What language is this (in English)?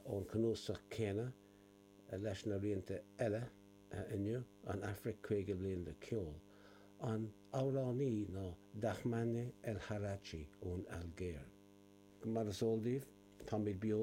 Irish